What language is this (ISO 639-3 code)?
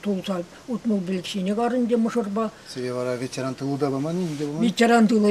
chv